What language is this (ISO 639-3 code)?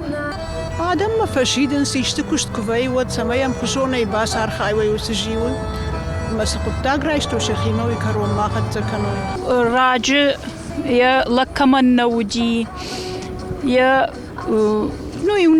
oss